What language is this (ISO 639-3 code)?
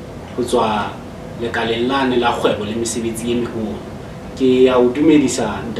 sot